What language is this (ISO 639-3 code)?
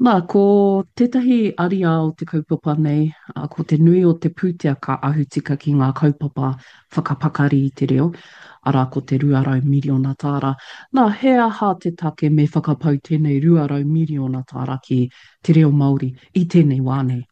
mri